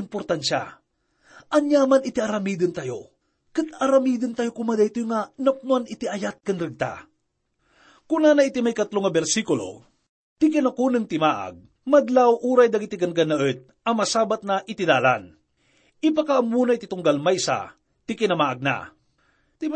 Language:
Iloko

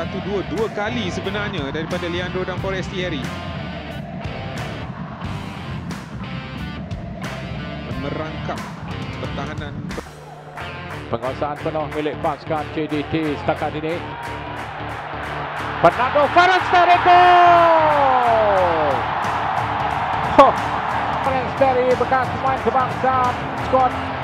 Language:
Malay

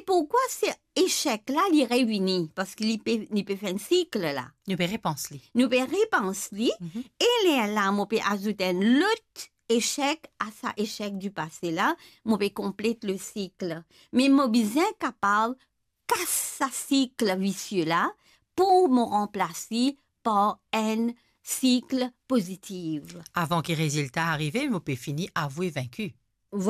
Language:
Morisyen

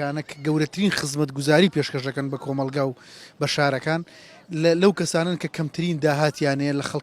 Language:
Central Kurdish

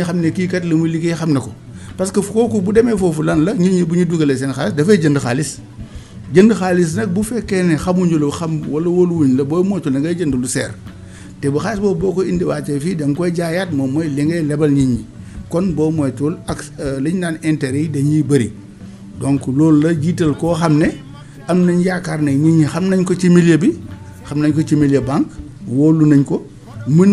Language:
Wolof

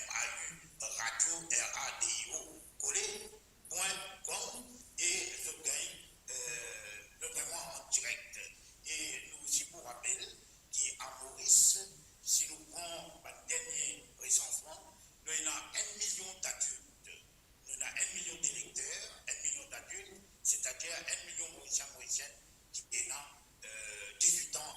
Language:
Morisyen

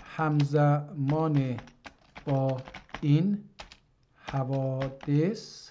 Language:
South Azerbaijani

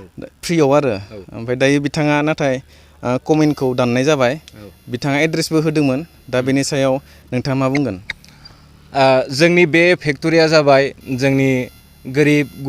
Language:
Bodo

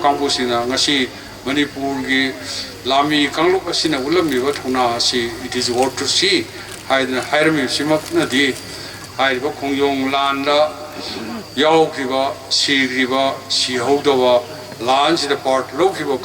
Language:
Manipuri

